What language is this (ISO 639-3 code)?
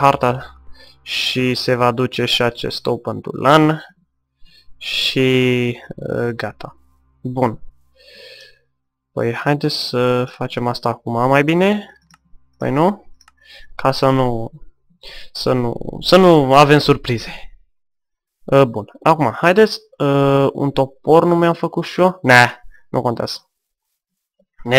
ron